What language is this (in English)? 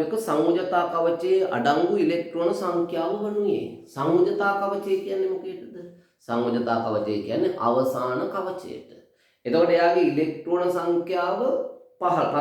Sinhala